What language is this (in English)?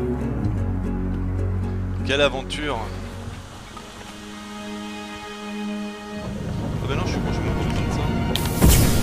French